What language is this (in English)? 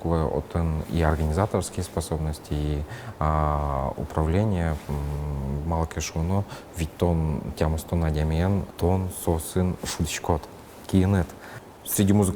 Udmurt